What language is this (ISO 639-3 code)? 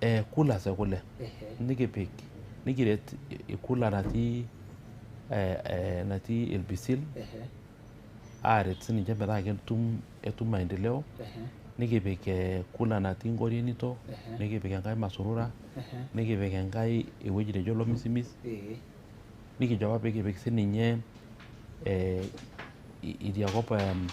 mas